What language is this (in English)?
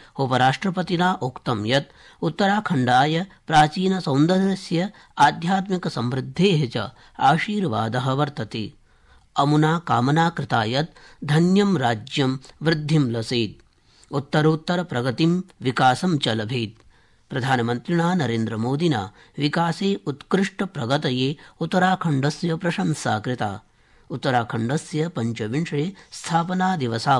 Sanskrit